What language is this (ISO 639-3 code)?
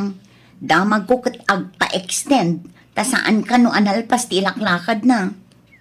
ilo